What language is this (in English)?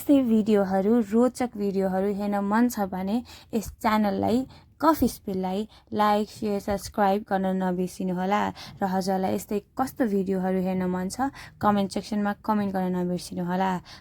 Nepali